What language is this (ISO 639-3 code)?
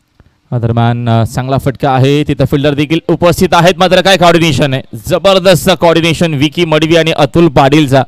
mar